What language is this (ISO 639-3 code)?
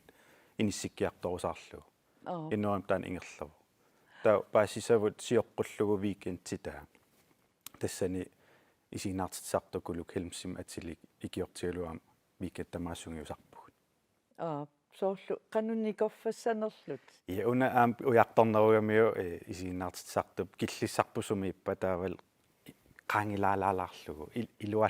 kal